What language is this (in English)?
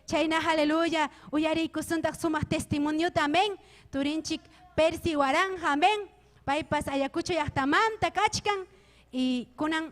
Ayacucho Quechua